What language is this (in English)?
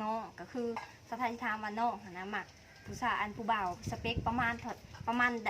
Lao